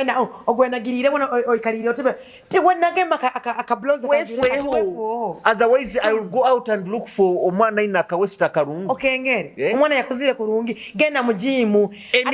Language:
Nyoro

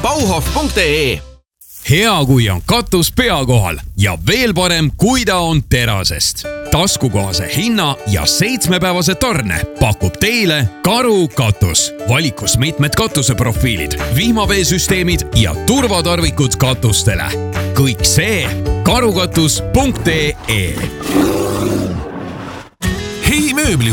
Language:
Estonian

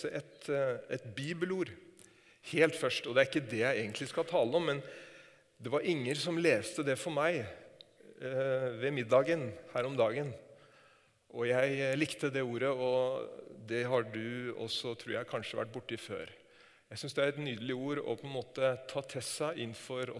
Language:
Norwegian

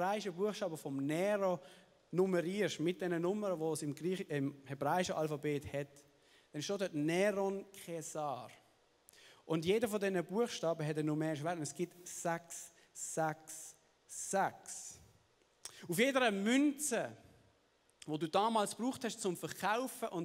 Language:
Swiss German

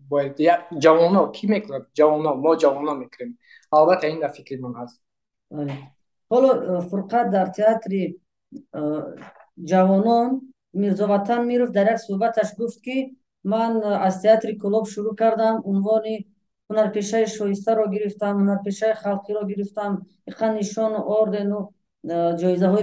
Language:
Tajik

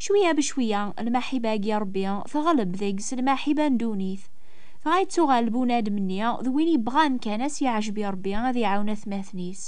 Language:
Kabyle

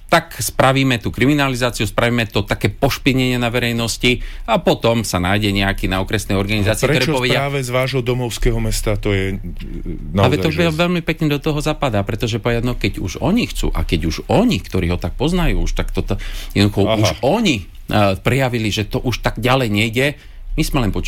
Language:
Slovak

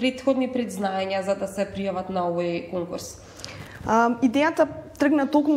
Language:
Macedonian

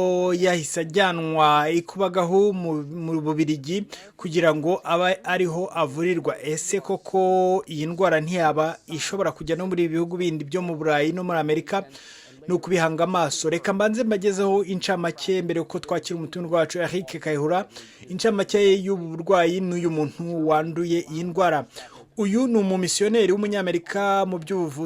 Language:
Kinyarwanda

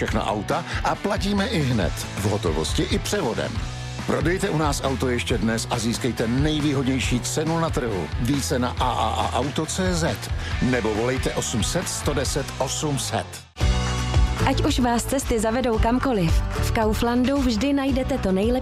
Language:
Czech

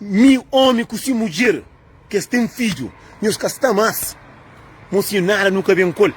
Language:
Kabuverdianu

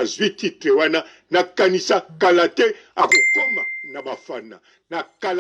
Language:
Lingala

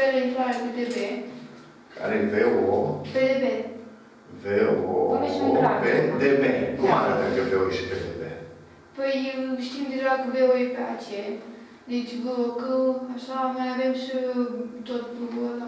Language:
Romanian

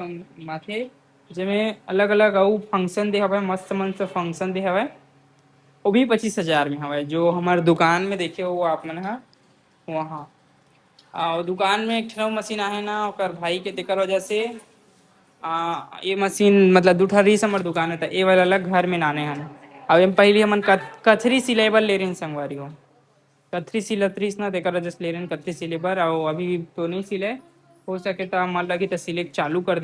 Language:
Chhattisgarhi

